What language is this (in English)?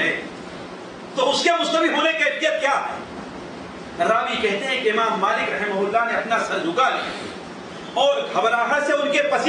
Urdu